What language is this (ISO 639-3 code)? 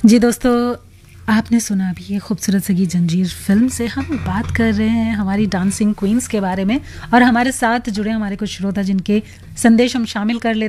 hin